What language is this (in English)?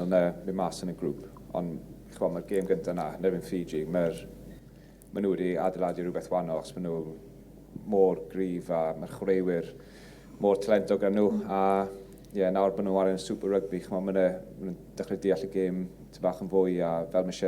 Welsh